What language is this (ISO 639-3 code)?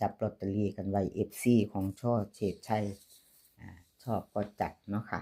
tts